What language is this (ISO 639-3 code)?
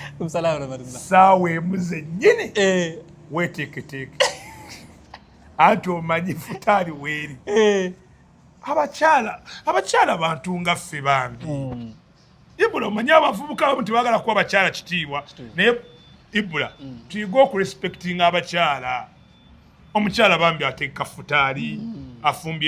lug